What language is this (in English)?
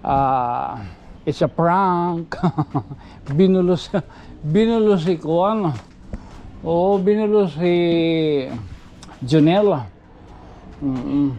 Waray